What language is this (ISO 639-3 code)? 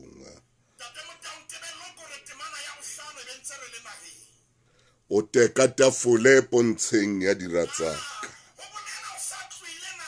sot